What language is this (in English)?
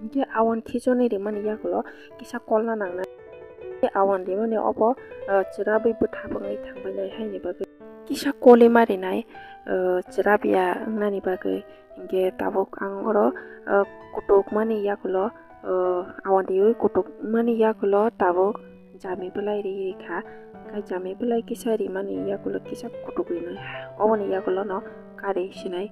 Kok Borok